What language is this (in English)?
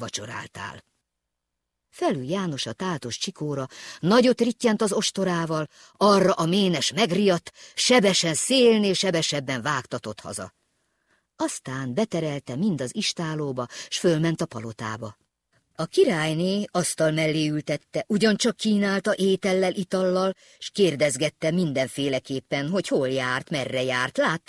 Hungarian